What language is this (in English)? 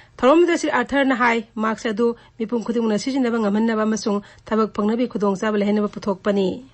Manipuri